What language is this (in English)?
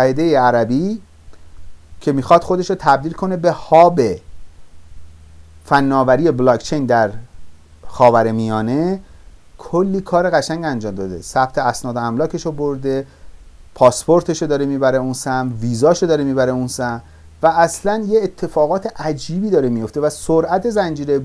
Persian